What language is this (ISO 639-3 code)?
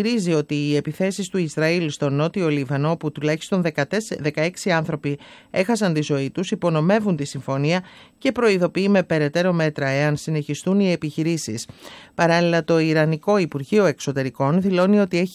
ell